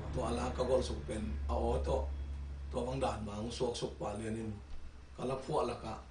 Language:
Tedim Chin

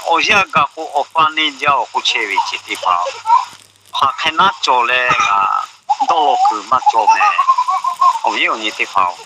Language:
Lahu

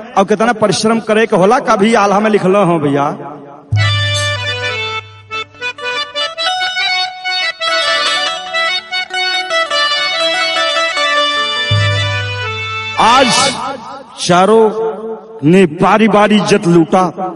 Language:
Bhojpuri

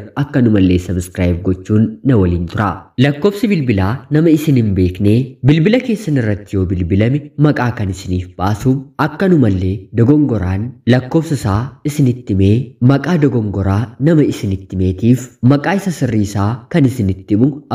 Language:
Oromo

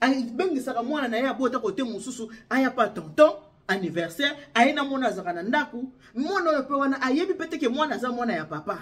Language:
Lingala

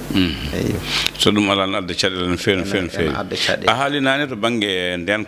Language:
Fula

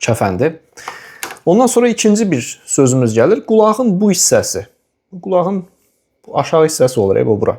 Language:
Azerbaijani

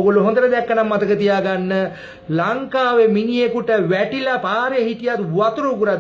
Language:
Sinhala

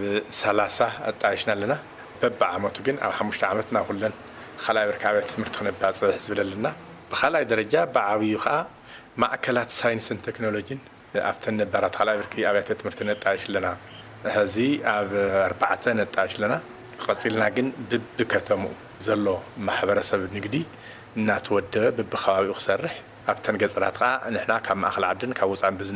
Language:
Tigrinya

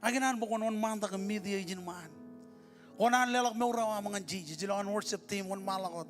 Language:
Marshallese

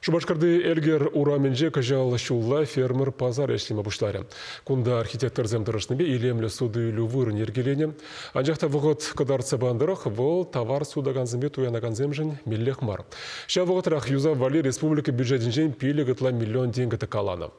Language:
Chuvash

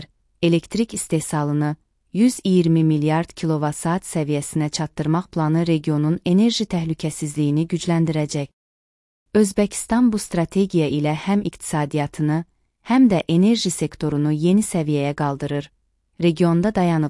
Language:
Azerbaijani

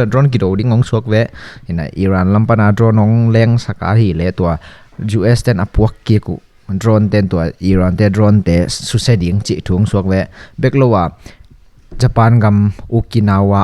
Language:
Tedim Chin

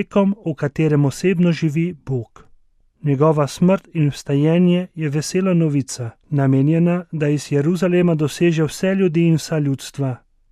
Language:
Slovenian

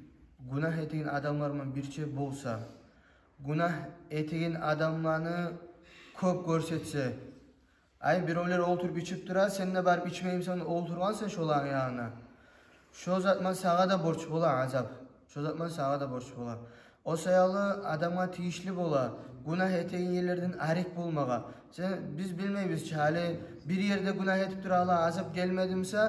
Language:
Kumyk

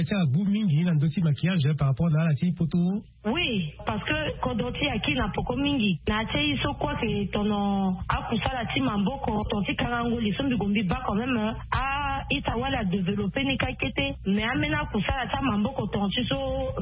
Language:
Sango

